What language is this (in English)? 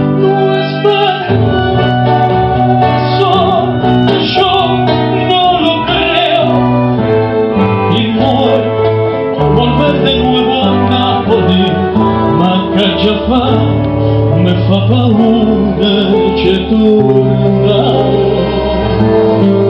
Spanish